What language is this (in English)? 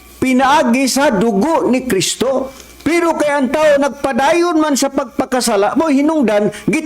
Cebuano